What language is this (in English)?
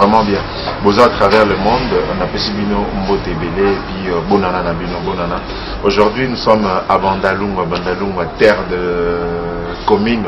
Lingala